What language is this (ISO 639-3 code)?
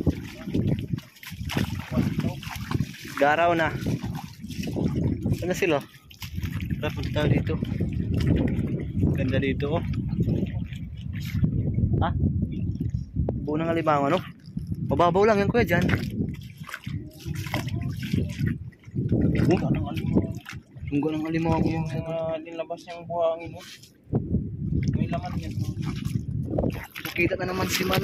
fil